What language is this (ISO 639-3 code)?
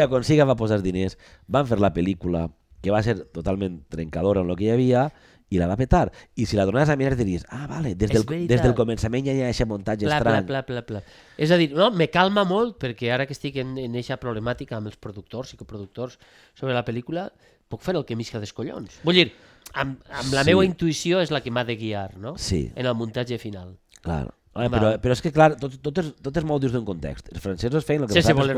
cat